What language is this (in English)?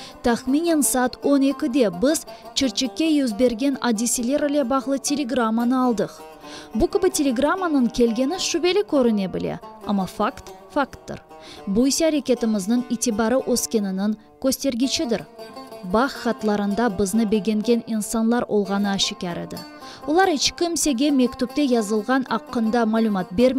Crimean Tatar